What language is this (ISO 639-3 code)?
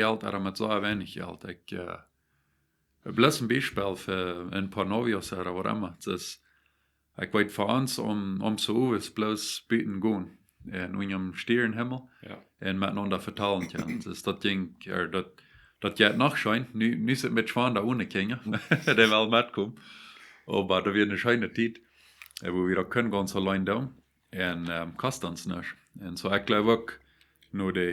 pdt